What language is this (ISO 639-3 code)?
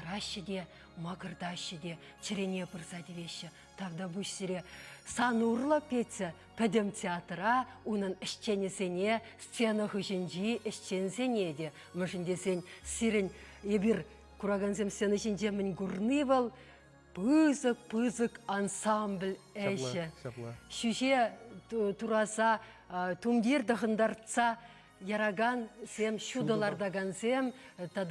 chv